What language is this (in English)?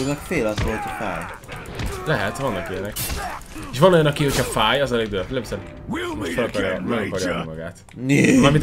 Hungarian